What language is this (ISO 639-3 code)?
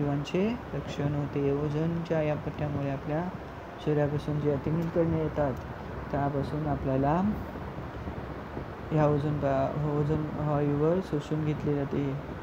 mar